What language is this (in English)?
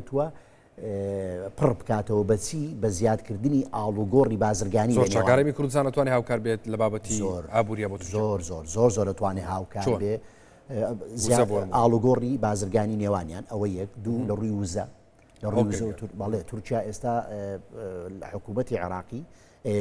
Central Kurdish